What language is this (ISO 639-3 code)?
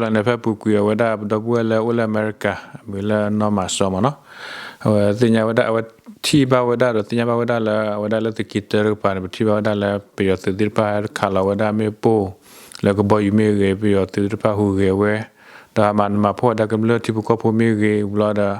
ksw